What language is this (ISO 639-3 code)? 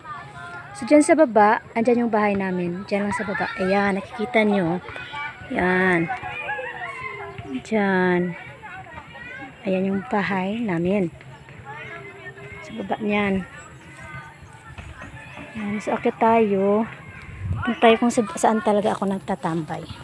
fil